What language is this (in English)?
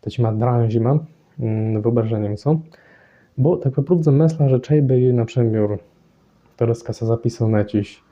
Kashubian